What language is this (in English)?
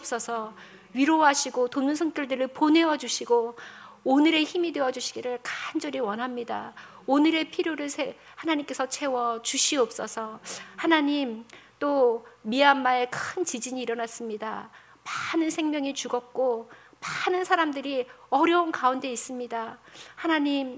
Korean